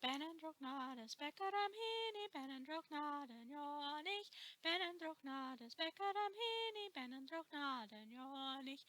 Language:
Scottish Gaelic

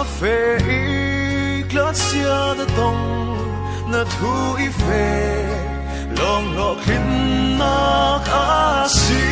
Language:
Falam Chin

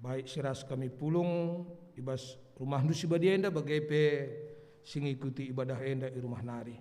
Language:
Batak Karo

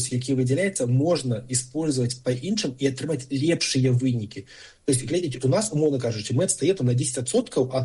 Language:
Belarusian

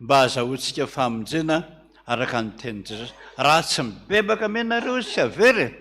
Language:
Malagasy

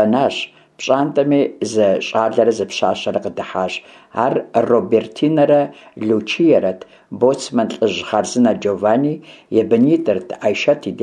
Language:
Kabardian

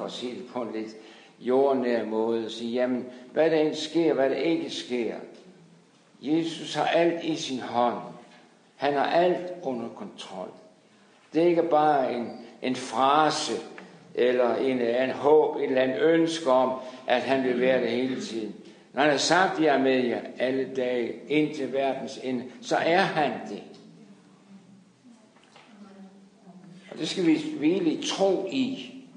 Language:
Danish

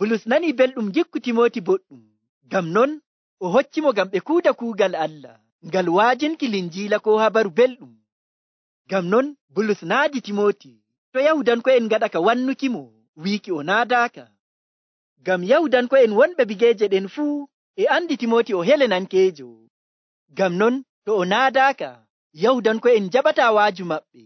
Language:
Nigerian Fulfulde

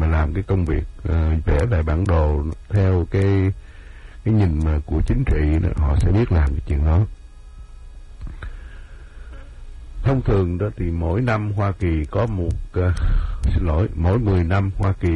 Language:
Vietnamese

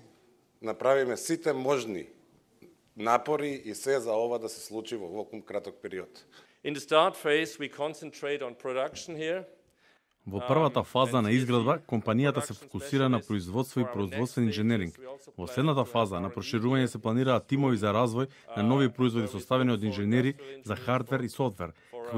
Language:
Macedonian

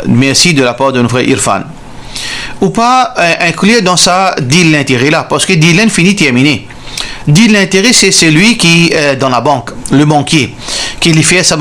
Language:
Morisyen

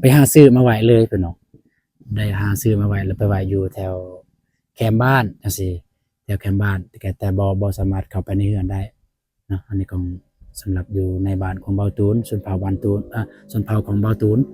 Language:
Lao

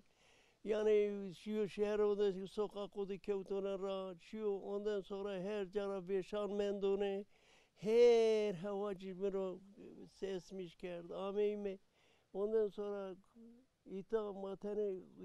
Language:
Zaza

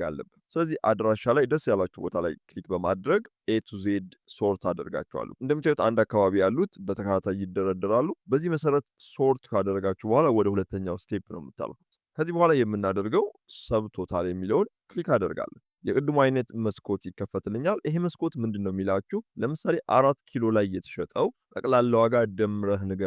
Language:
Amharic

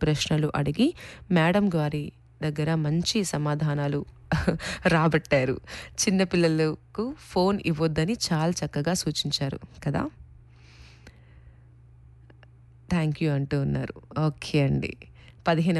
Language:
Telugu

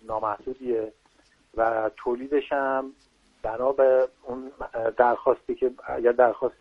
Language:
Persian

